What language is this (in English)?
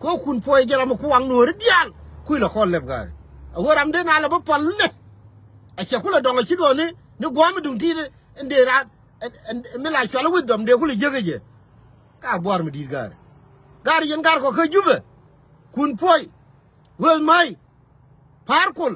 Nuer